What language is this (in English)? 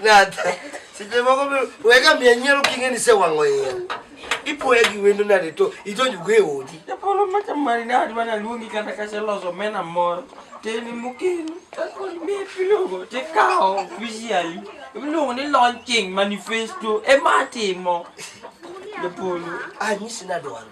Luo (Kenya and Tanzania)